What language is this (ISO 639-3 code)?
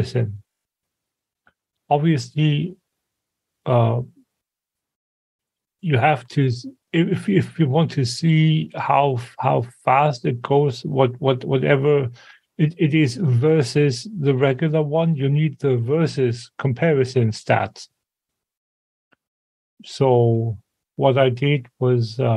eng